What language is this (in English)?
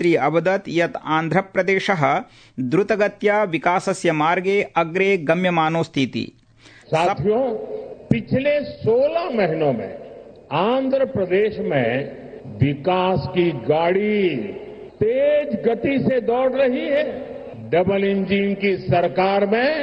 Sanskrit